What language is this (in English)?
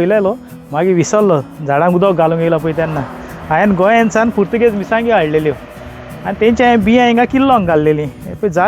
Konkani